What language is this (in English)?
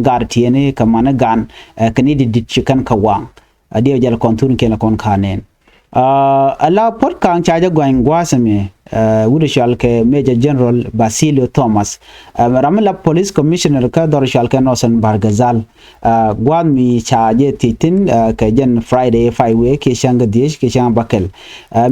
Nuer